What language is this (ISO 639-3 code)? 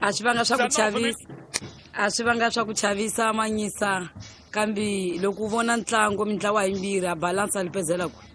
tso